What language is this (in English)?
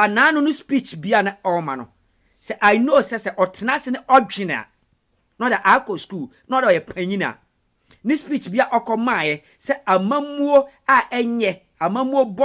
Akan